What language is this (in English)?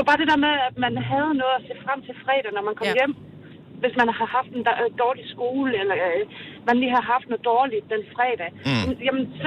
Danish